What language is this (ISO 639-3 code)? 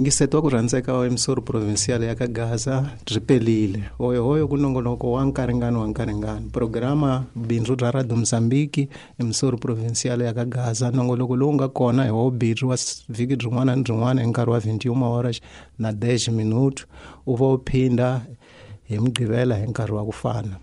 tso